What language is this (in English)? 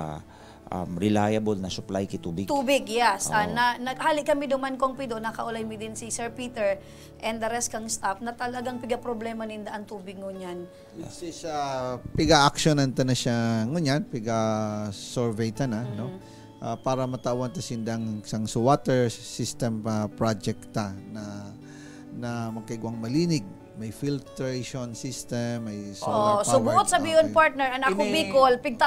Bikol